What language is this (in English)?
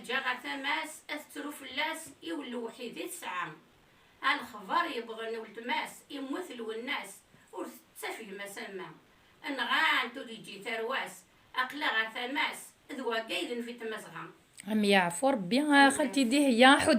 Kabyle